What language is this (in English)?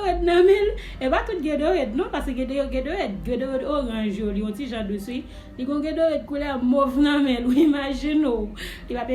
Haitian Creole